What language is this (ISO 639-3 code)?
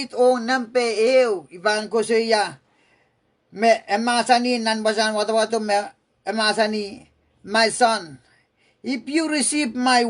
pon